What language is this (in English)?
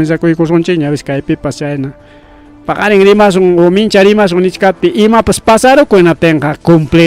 Ayacucho Quechua